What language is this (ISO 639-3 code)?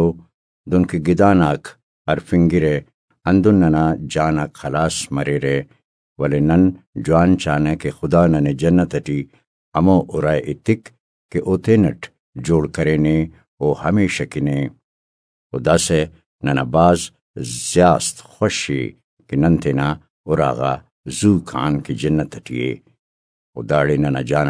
brh